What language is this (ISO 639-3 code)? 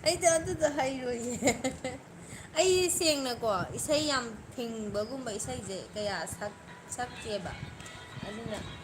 mni